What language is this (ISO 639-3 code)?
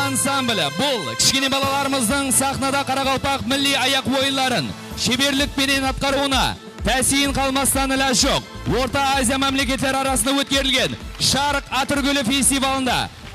kaa